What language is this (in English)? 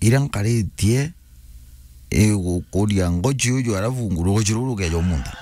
Meru